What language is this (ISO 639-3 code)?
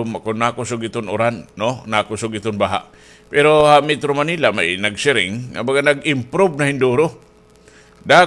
war